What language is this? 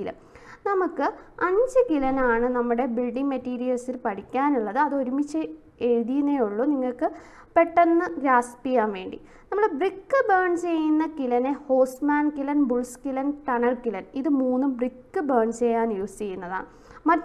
Malayalam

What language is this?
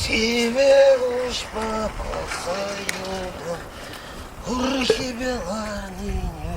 Chuvash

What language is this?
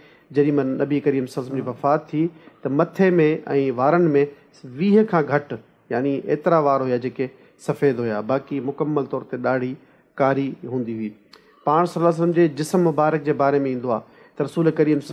Sindhi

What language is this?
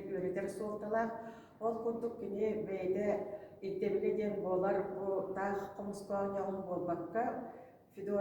Yakut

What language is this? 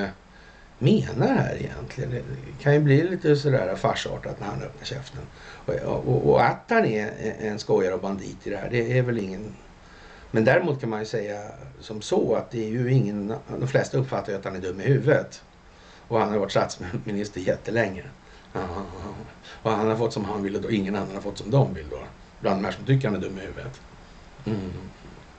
Swedish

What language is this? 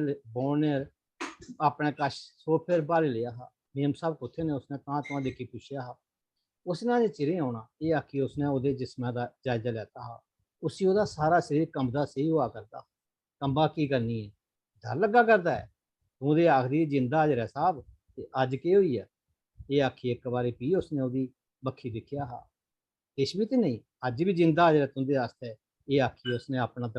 Dogri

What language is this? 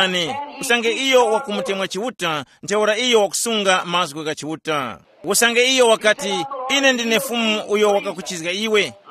Tumbuka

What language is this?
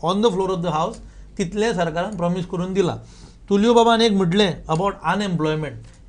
Konkani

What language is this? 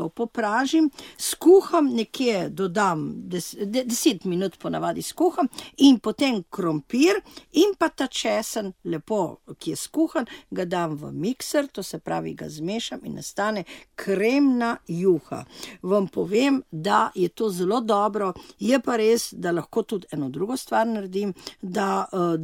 Slovenian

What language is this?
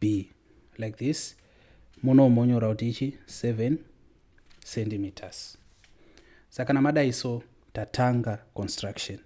Shona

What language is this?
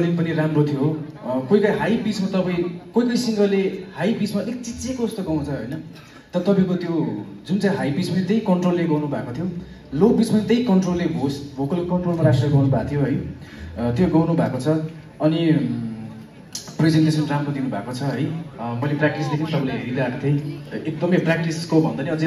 Nepali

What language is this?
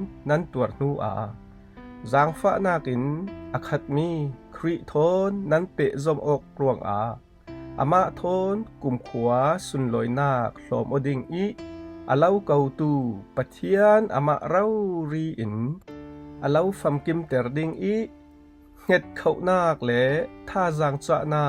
Falam Chin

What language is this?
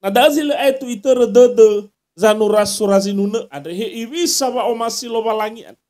Nias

